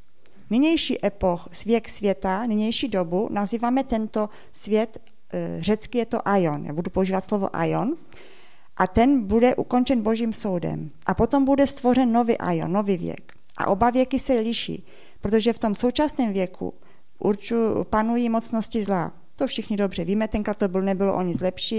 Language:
Czech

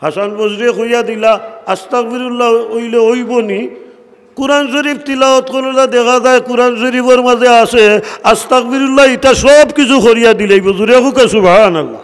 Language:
Sylheti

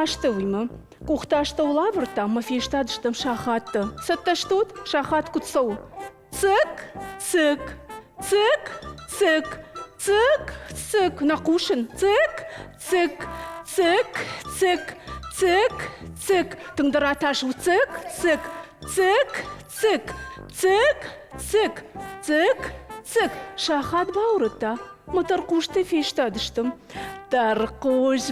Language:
Ossetic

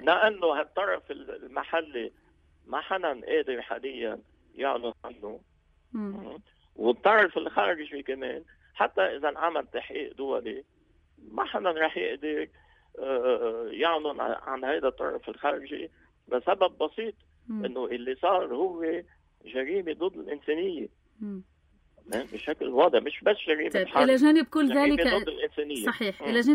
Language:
North Levantine Arabic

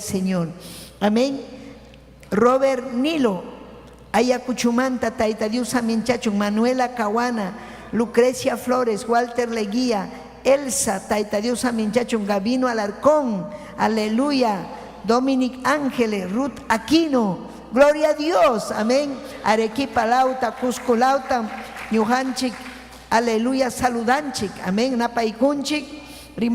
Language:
Ayacucho Quechua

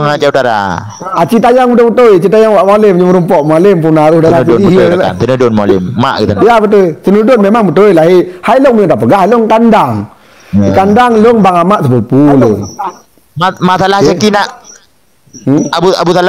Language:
Achinese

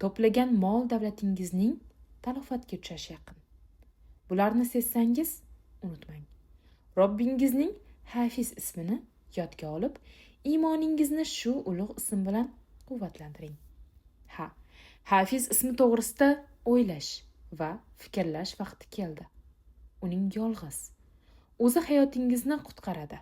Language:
Uzbek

